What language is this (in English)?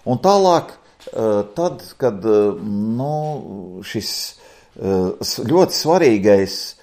Latvian